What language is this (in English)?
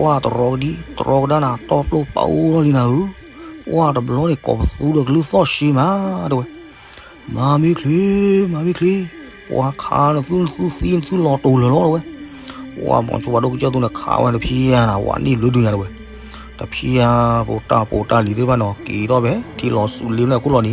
S'gaw Karen